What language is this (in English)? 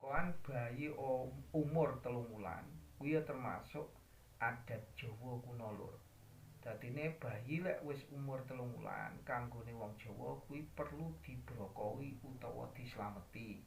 Javanese